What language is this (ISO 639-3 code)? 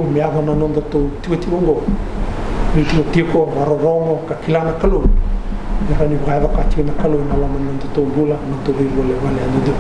fij